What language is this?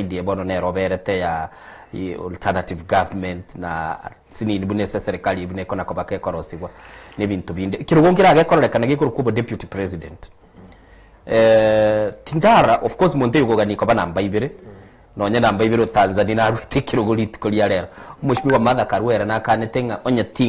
Gusii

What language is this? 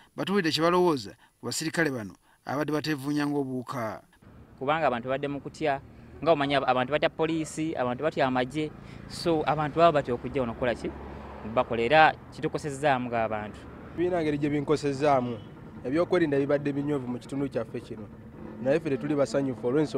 Ganda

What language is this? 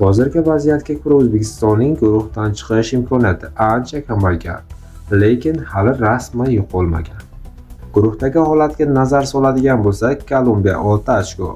Uzbek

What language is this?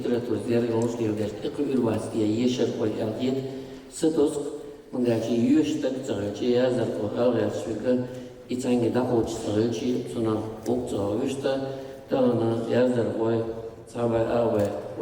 Chechen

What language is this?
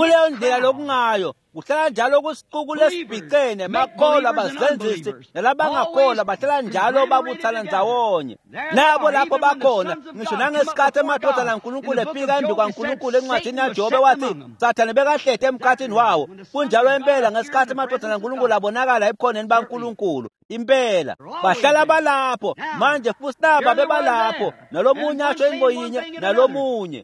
Swati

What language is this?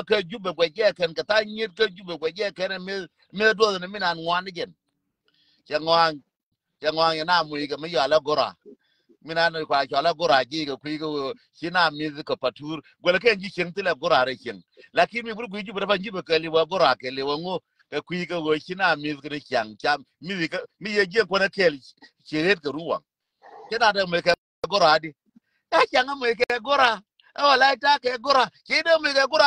Nuer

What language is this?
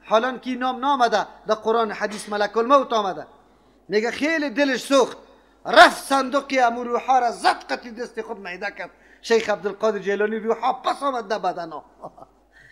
Persian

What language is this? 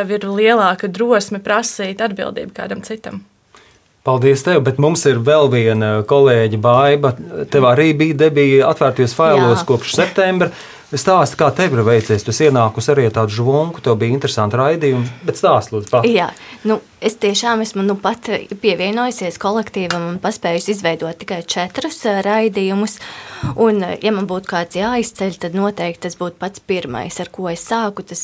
Latvian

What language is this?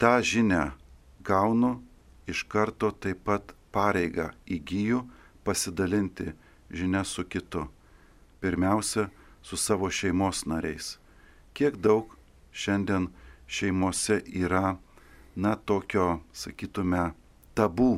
Lithuanian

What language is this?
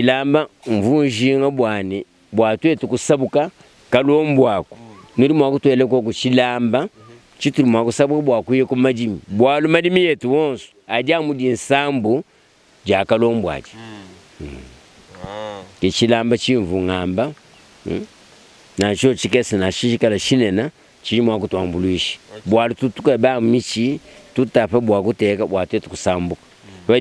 Luba-Lulua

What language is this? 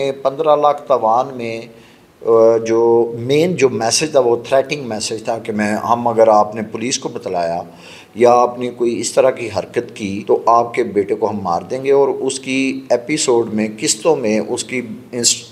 Hindi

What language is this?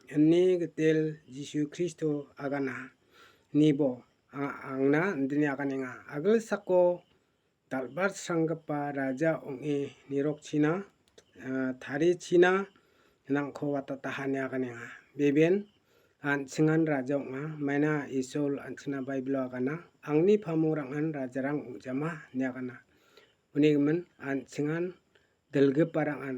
Garo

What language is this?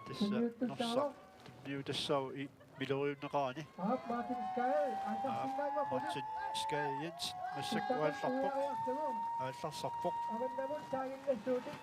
Kalaallisut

